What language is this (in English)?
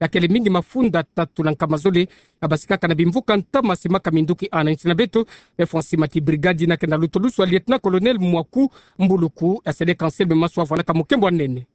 Kituba (Democratic Republic of Congo)